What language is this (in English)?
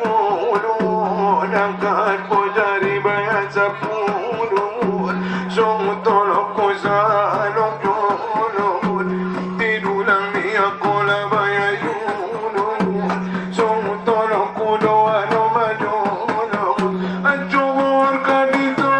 Batak Angkola